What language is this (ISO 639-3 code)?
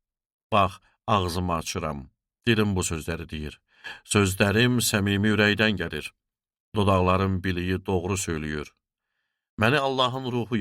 aze